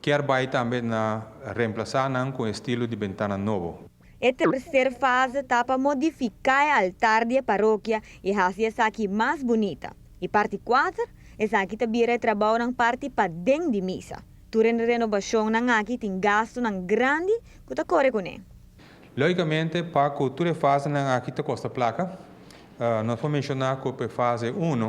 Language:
Papiamento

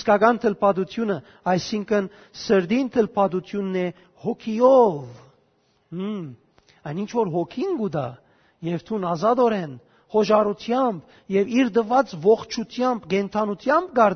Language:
Western Armenian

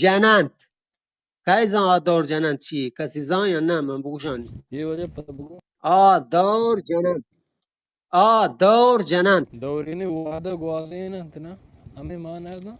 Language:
Eastern Balochi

